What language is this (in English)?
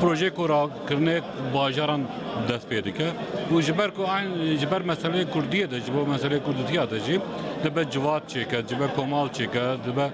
Kurdish